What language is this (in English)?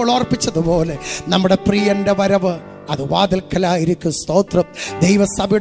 Malayalam